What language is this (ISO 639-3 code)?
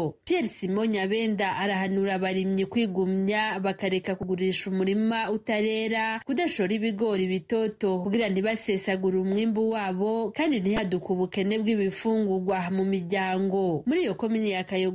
run